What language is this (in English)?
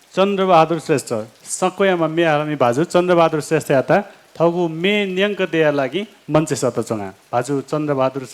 Newari